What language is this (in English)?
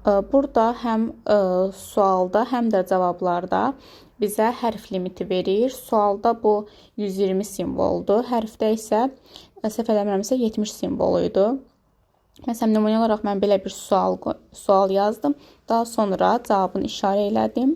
Azerbaijani